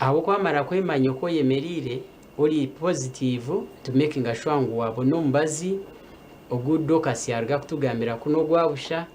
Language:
Nyankole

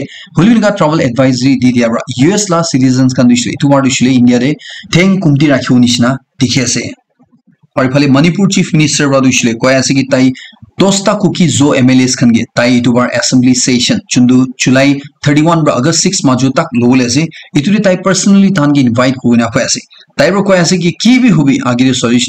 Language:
Naga Pidgin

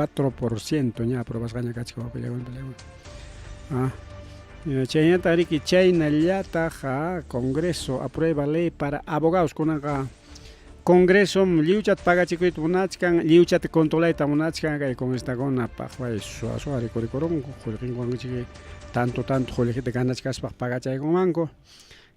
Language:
Ayacucho Quechua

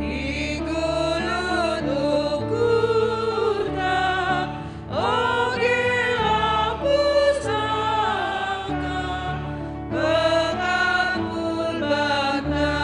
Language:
Batak Karo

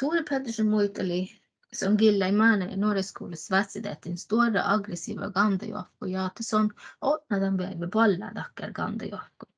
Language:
Northern Sami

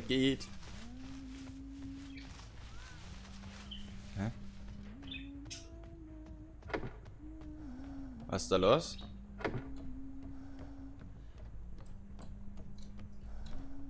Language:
German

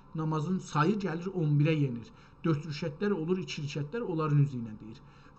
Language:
South Azerbaijani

